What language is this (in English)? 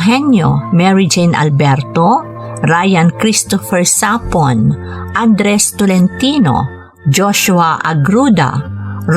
Iloko